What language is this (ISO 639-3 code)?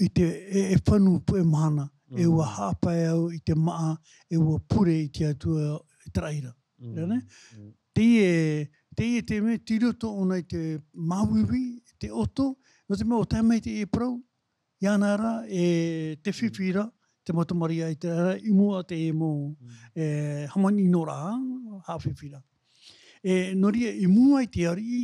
tah